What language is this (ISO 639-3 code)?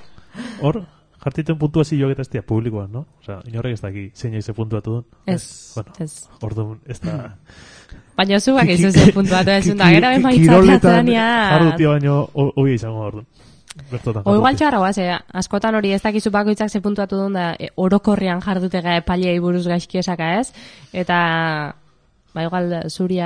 eus